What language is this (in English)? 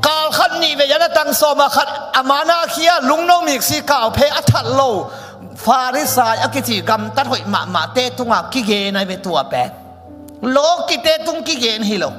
Tedim Chin